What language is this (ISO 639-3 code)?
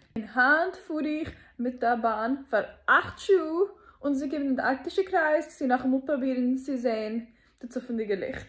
yid